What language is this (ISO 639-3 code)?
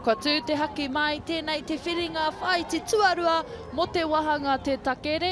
mri